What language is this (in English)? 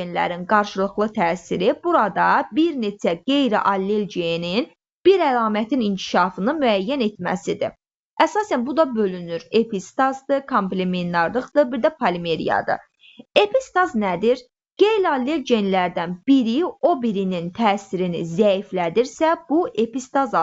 Azerbaijani